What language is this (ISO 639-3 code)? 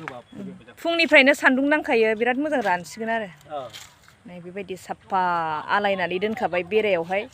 brx